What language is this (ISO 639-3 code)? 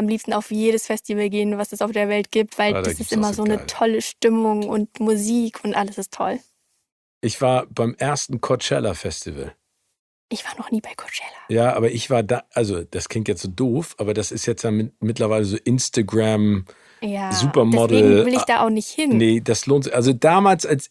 deu